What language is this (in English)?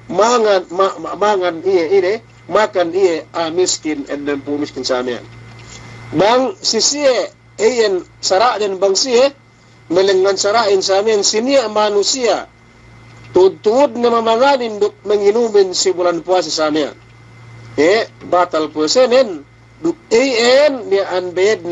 Yakan